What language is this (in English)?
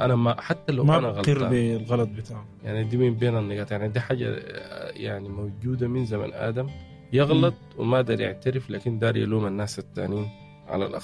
Sudanese Arabic